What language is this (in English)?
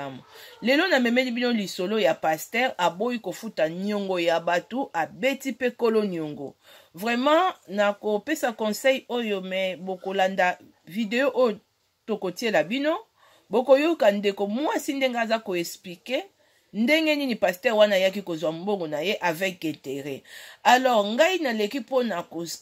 Lingala